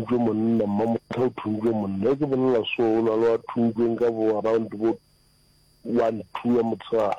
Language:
Northern Sotho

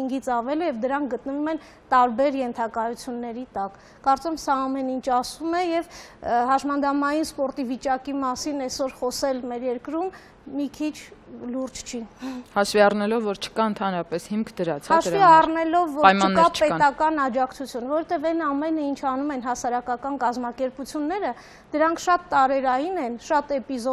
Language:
Armenian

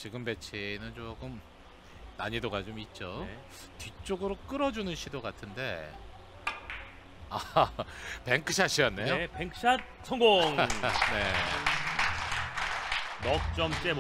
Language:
Korean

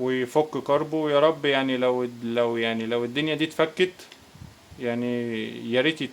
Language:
Egyptian Arabic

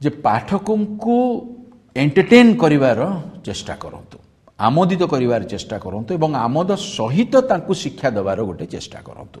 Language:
Odia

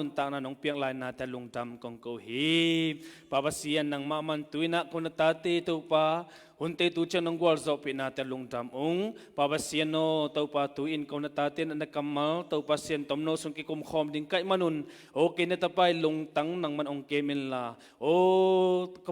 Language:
Tedim Chin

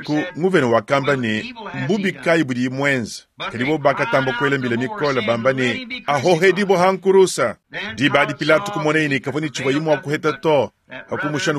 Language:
Luba-Lulua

